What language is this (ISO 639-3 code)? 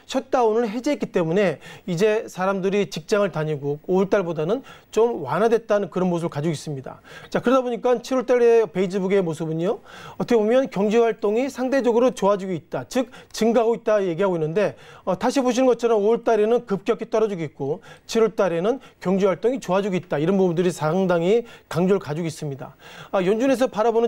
kor